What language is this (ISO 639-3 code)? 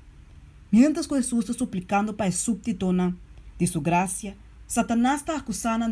pap